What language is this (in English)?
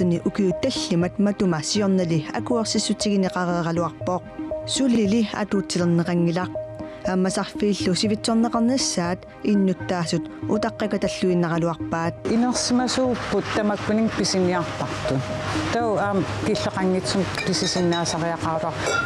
Kalaallisut